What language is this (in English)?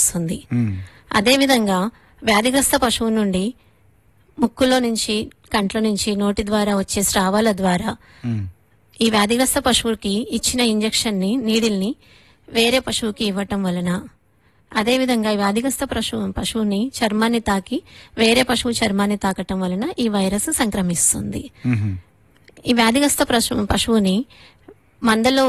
Telugu